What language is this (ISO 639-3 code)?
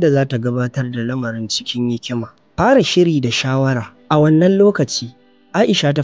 hau